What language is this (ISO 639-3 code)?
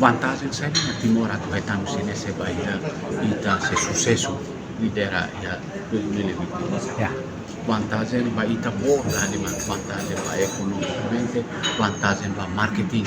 tet